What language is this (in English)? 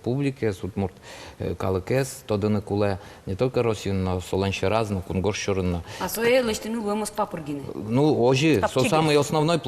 Udmurt